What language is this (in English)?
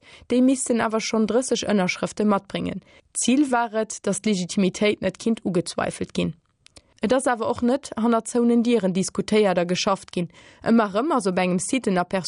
Luxembourgish